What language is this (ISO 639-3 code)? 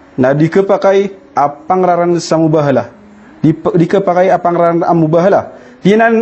mrw